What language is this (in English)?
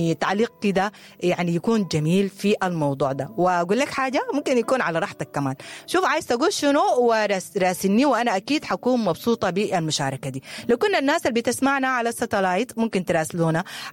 Sudanese Arabic